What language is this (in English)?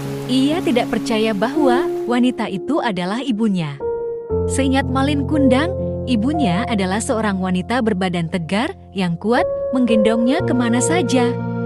Indonesian